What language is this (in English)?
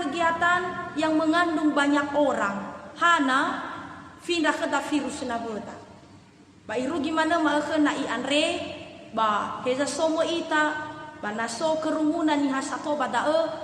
Nias